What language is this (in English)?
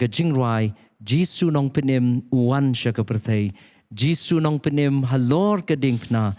Khasi